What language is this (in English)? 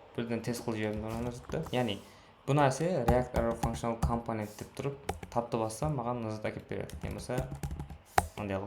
Kara-Kalpak